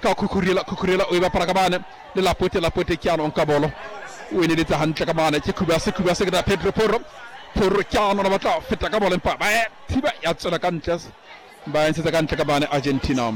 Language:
Southern Sotho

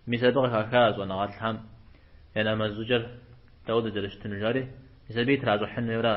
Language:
Kabardian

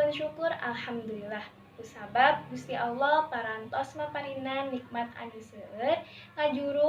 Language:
Sundanese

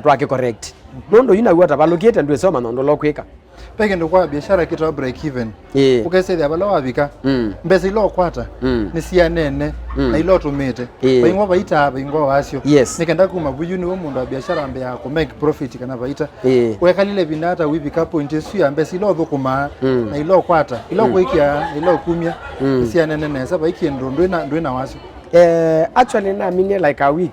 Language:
Kamba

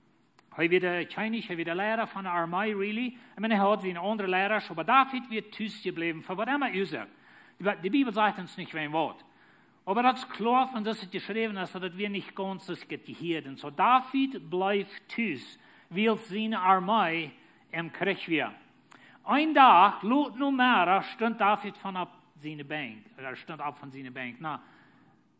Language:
Plautdietsch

